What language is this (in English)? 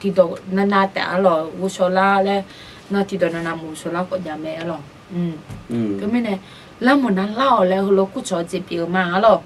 Akha